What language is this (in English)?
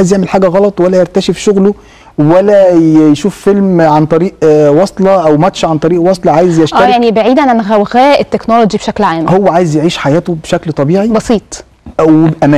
Egyptian Arabic